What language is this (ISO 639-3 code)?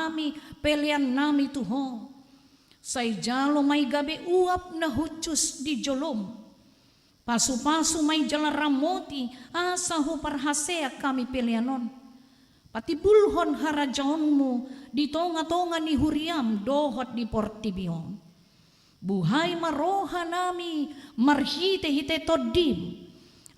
bbc